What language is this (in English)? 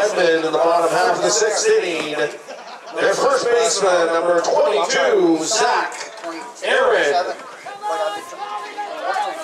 English